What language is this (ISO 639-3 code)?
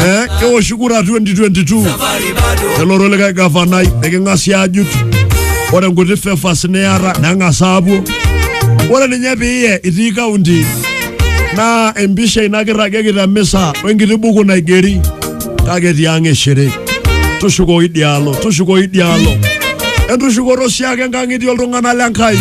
mas